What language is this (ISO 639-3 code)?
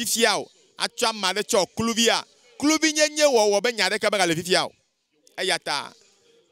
ewe